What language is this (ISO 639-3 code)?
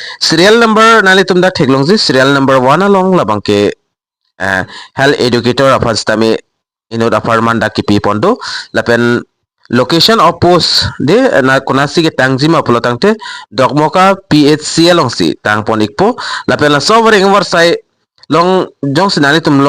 mjw